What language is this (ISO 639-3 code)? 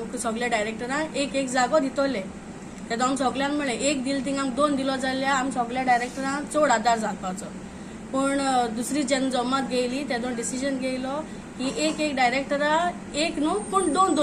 kok